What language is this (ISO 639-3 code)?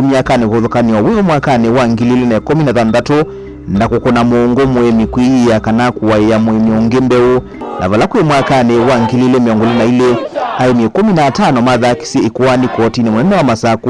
kam